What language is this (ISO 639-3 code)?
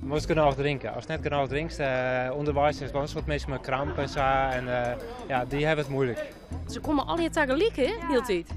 fry